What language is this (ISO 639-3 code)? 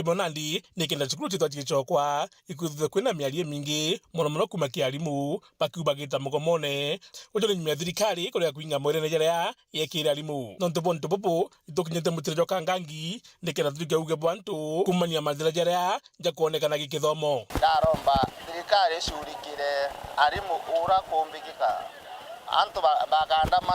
mer